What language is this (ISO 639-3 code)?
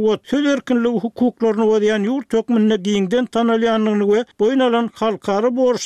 tuk